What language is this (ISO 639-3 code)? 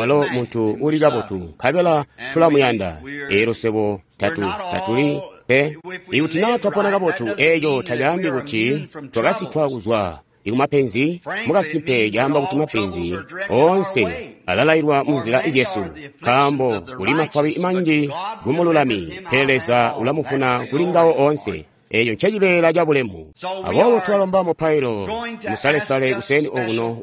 toi